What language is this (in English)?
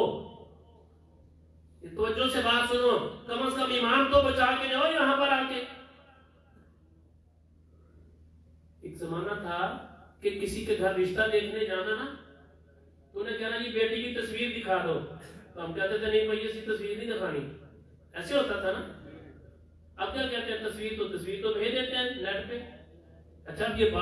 Urdu